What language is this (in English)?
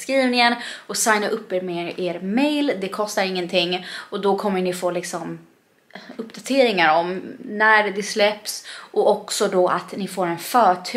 Swedish